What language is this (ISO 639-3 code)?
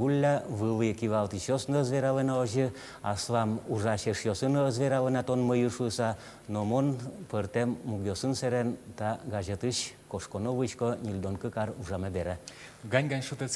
udm